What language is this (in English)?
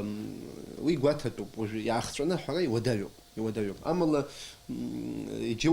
Abkhazian